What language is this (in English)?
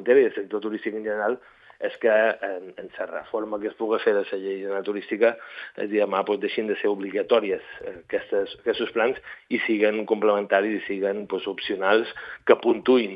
Catalan